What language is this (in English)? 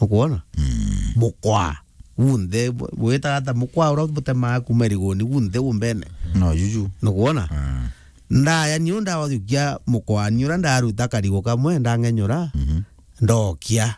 Meru